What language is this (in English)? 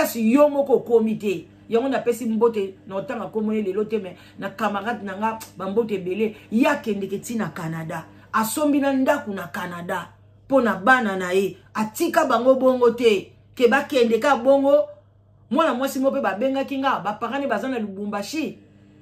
Lingala